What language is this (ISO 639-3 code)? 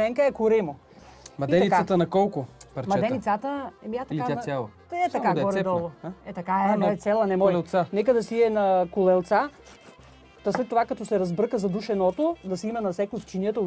bul